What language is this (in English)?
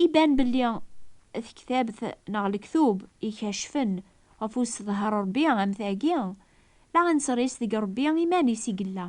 Kabyle